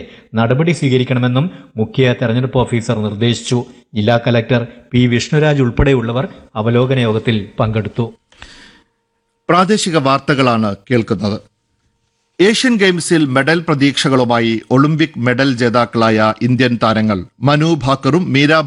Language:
Malayalam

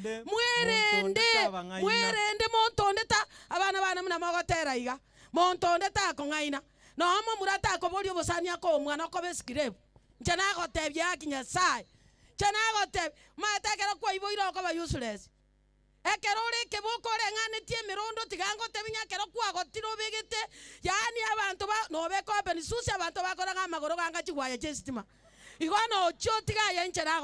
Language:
Gusii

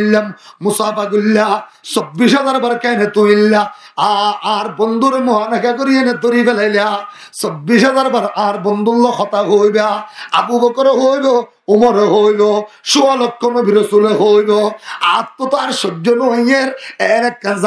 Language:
Rohingya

